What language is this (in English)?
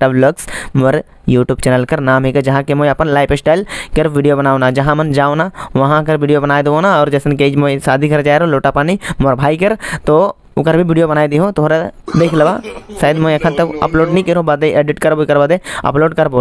Sadri